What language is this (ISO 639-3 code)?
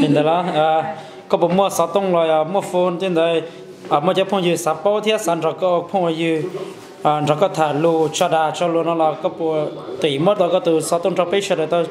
hmn